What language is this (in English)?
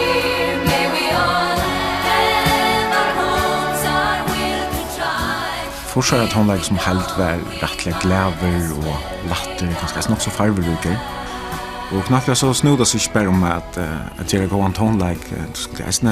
Faroese